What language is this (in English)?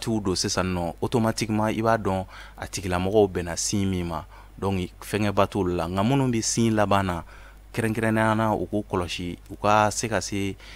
Bambara